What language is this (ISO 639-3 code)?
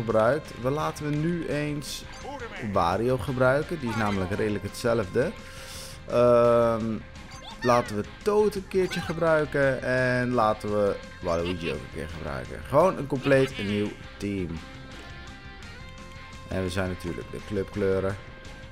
nld